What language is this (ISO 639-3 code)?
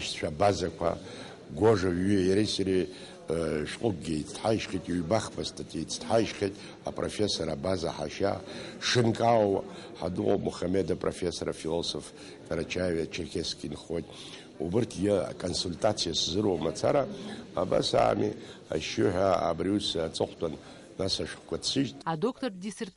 abk